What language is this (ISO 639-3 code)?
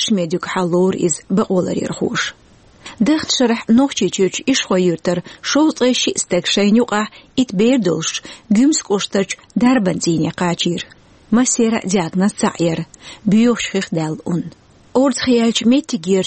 che